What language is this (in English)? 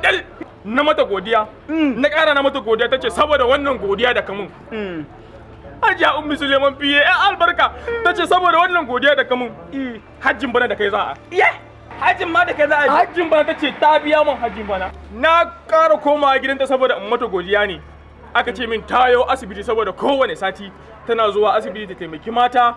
Hausa